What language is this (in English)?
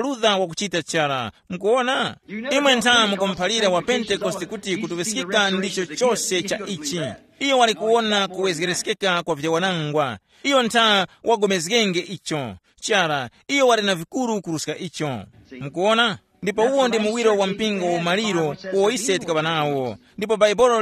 Tumbuka